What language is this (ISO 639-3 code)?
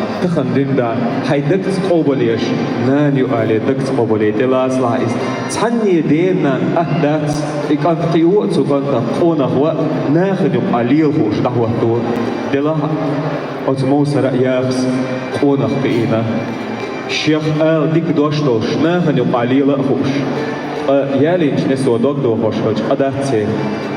che